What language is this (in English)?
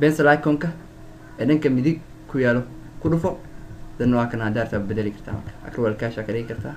Somali